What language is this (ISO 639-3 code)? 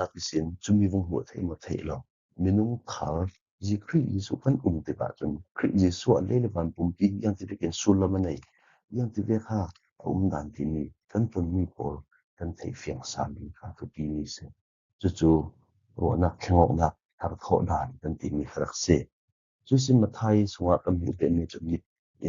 cfm